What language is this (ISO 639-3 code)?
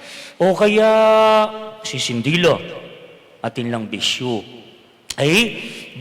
pam